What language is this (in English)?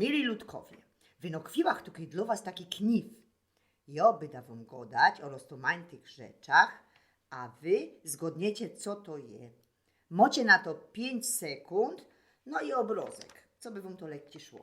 Silesian